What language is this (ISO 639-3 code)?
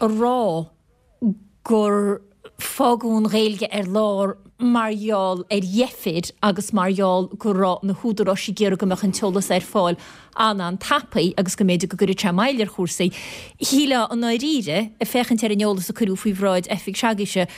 gle